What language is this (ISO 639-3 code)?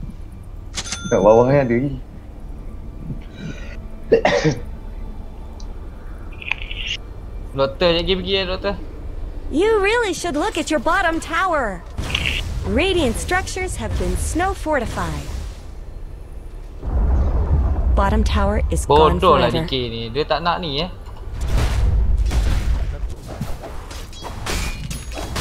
msa